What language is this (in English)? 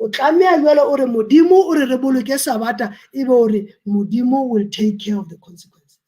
Southern Sotho